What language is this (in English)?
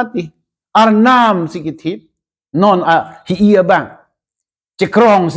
Karbi